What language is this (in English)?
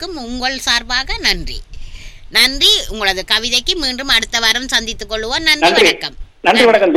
Tamil